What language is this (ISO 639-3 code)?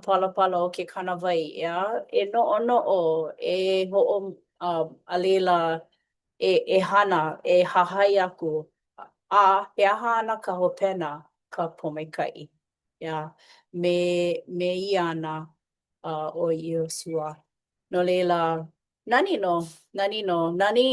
haw